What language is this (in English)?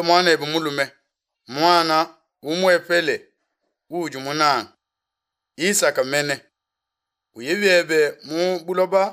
Luba-Lulua